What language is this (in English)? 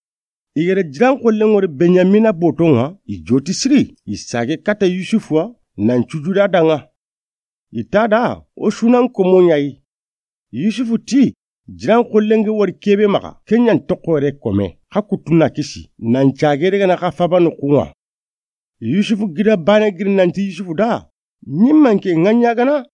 Soninke